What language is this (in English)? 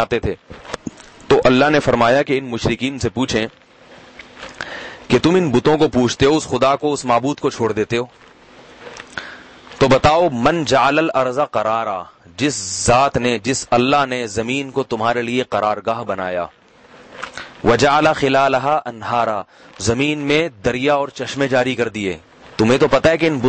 Urdu